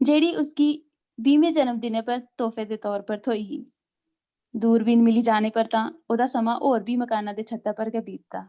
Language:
Dogri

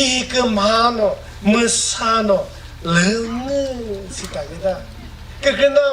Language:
Chokri Naga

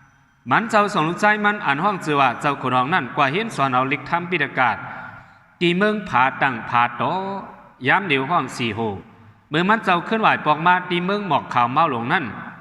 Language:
Shan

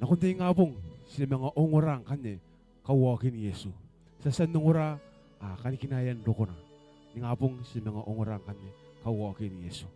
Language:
Gilbertese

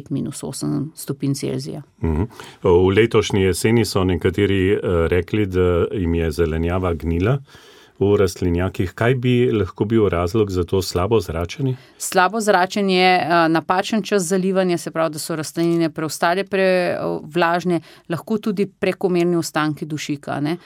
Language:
Slovenian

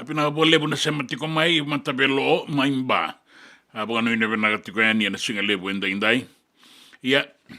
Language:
Fijian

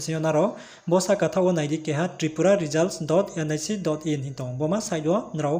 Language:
Riang (India)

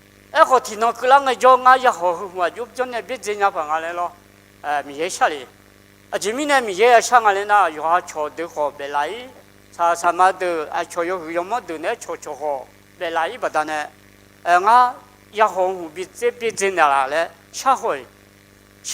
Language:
Akha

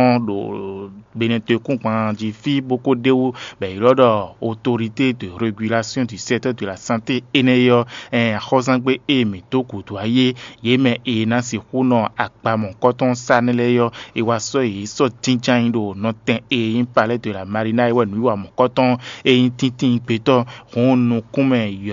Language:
Fon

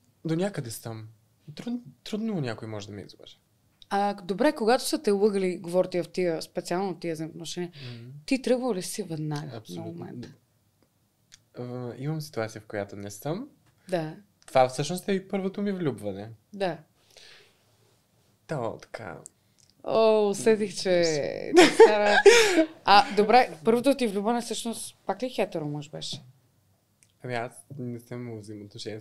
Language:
Bulgarian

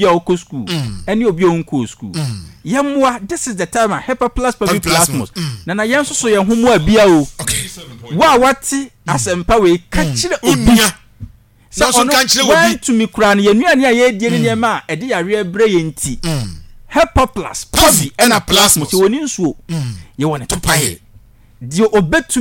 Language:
Akan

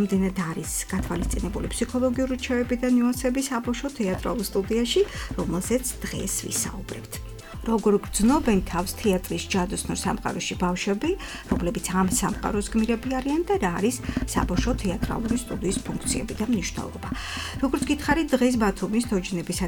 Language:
Georgian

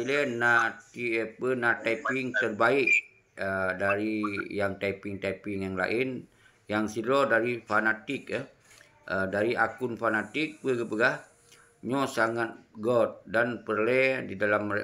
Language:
Achinese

